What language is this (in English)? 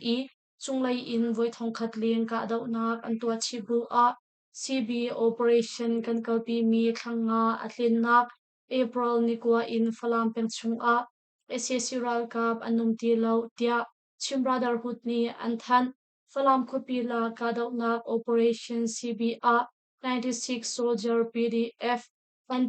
Hakha Chin